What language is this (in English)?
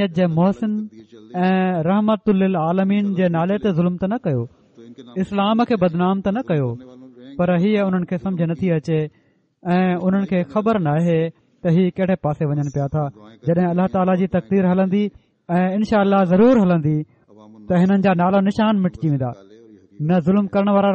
Sindhi